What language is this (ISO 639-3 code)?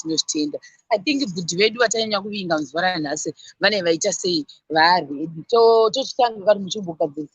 sna